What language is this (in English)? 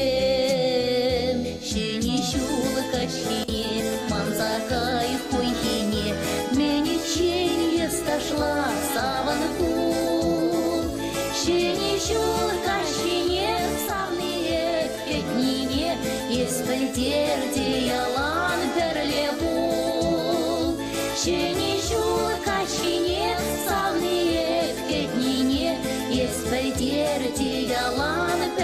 Chuvash